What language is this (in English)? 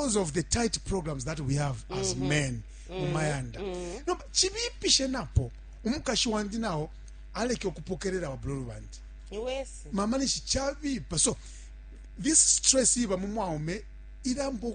Bemba